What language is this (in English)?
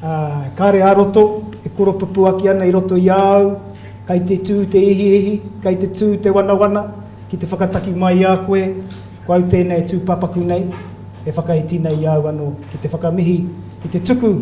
Māori